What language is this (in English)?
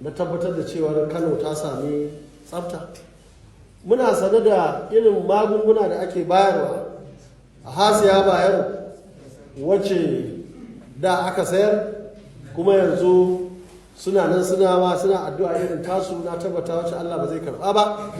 Hausa